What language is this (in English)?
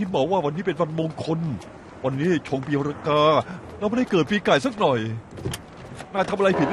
Thai